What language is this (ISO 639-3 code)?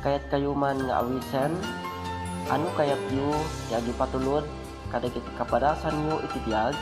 ilo